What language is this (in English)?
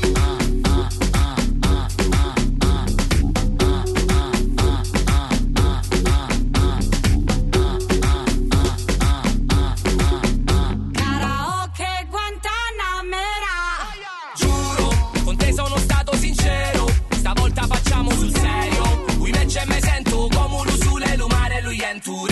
Italian